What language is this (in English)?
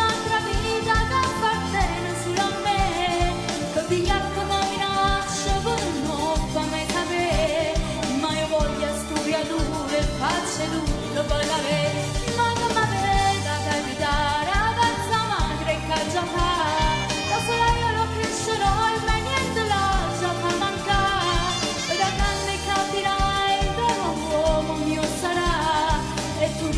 Neapolitan